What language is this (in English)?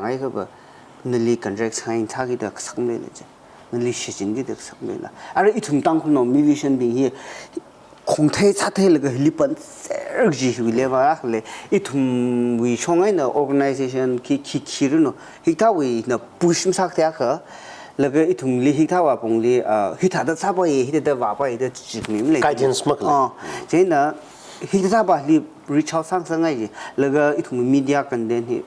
Tangkhul Naga (India)